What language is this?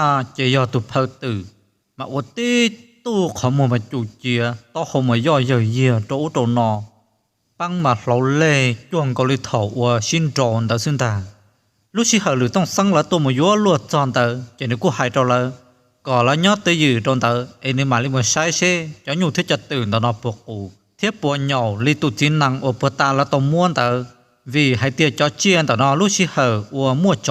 Hmong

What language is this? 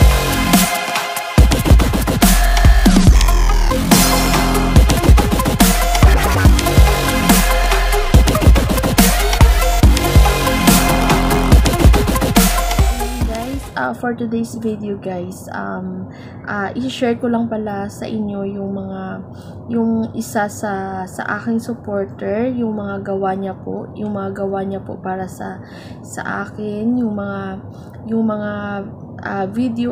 Filipino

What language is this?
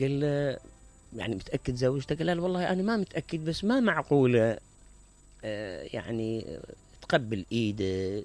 Mesopotamian Arabic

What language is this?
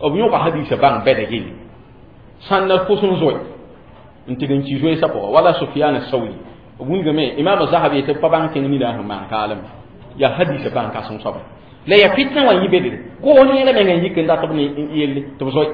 Mossi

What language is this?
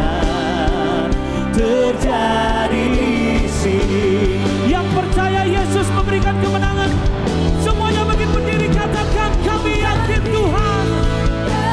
Indonesian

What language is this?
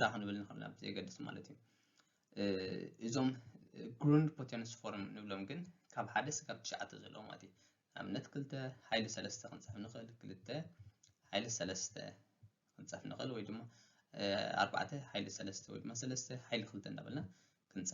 Tigrinya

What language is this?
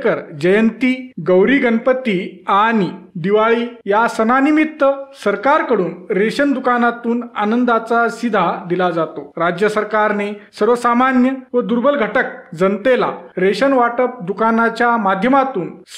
Marathi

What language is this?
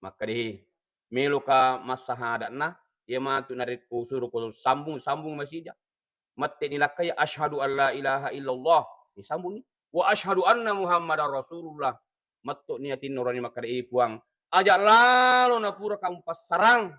Buginese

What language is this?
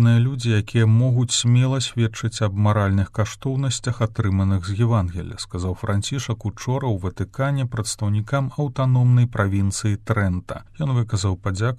Belarusian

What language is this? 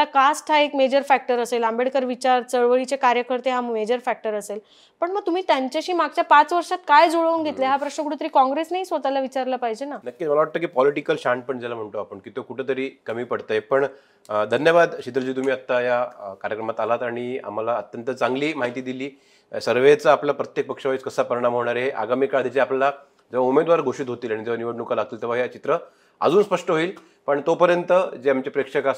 Marathi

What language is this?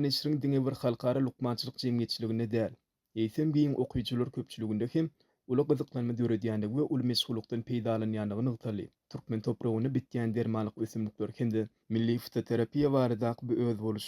Turkmen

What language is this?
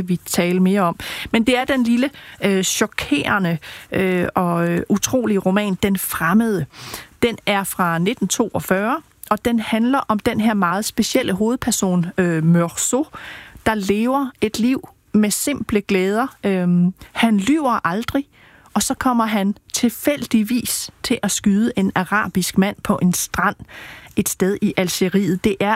Danish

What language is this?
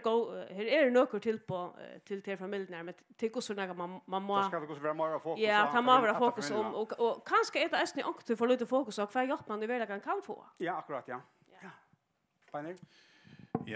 Faroese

